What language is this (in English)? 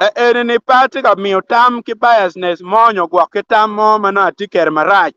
Acoli